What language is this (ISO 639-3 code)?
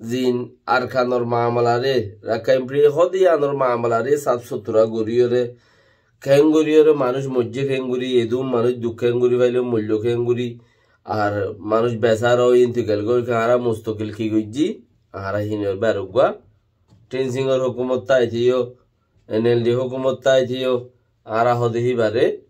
rhg